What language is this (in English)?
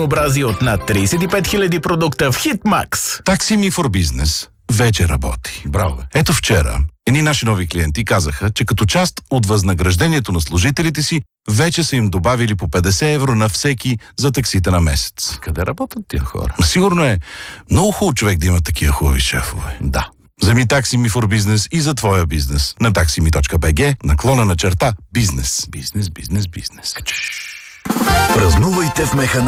Bulgarian